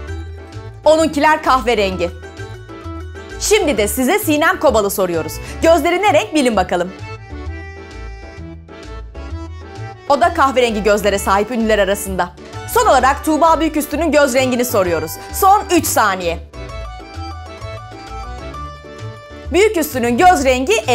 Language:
Turkish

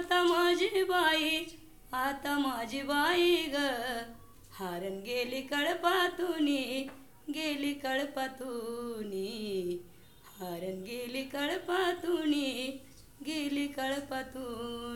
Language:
Marathi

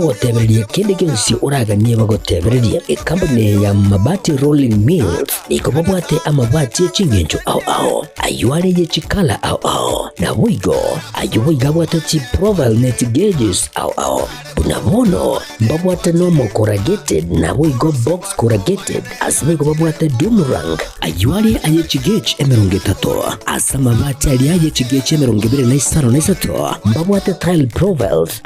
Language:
Gusii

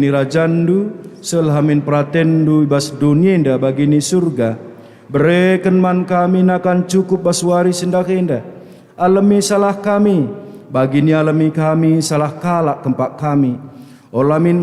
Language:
Batak Karo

